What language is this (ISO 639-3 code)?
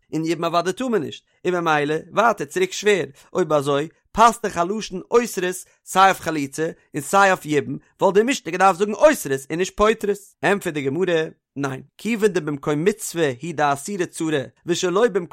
yid